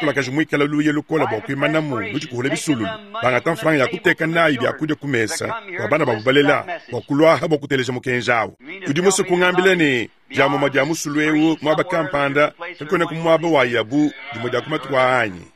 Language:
Luba-Lulua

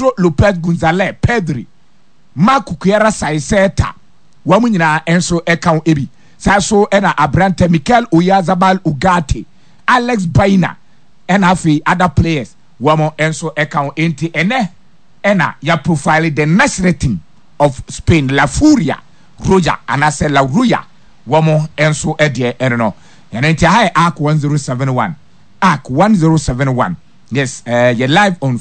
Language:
Akan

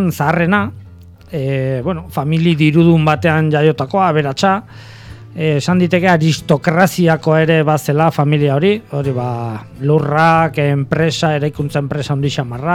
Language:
Basque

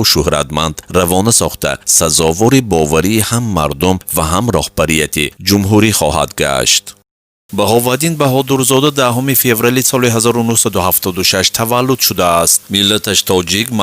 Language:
Tajik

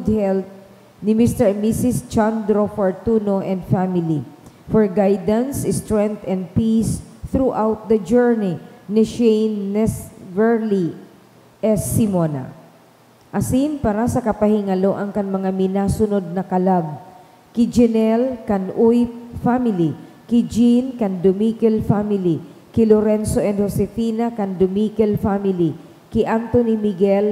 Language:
Bikol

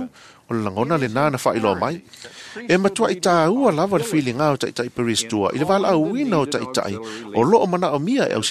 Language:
Samoan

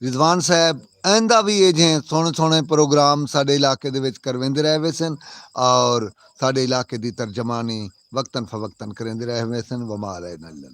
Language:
Saraiki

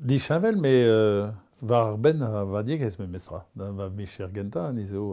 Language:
Breton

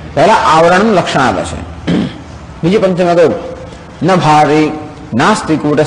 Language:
Gujarati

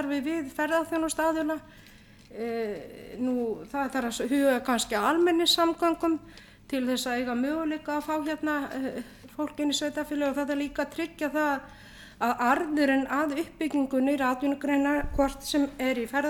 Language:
Icelandic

